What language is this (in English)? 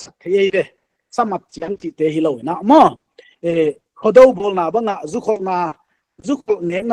Paite Chin